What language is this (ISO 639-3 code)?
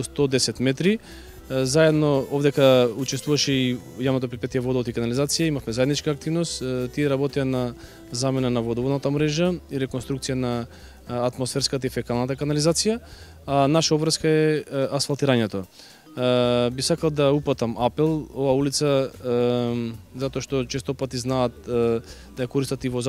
mkd